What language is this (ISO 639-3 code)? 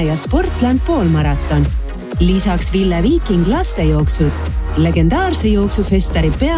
est